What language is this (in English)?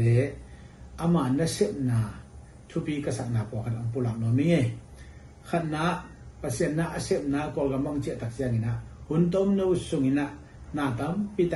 Tedim Chin